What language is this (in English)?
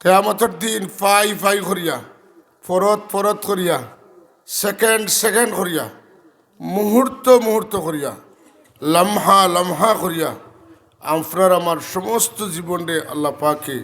Sylheti